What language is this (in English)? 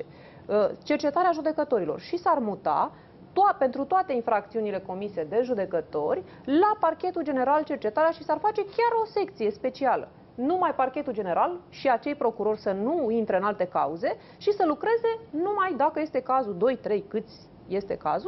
Romanian